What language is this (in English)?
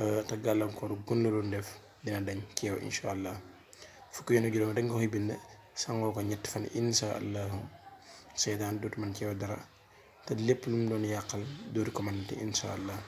Wolof